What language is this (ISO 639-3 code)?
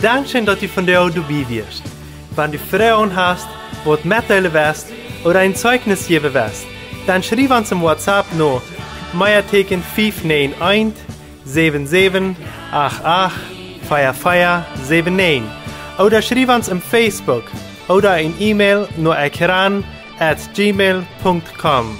pdt